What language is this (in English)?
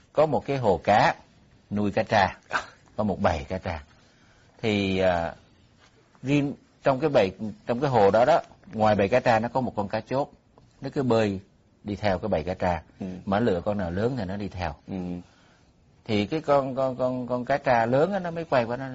Vietnamese